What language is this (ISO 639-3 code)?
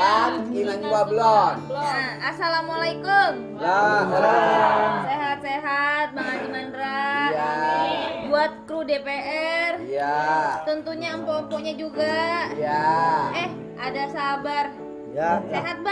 bew